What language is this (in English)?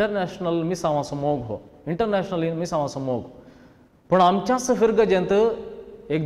Konkani